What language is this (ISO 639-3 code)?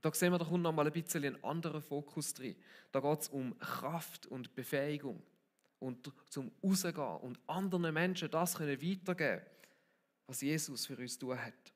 gsw